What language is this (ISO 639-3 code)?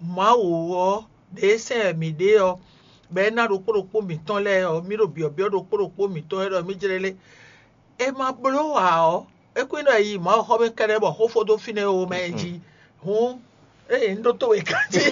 fon